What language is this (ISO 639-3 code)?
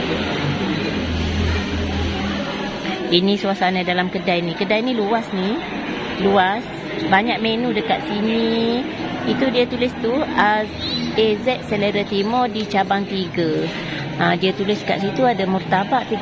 msa